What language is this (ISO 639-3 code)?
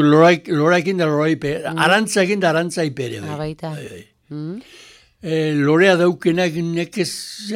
eus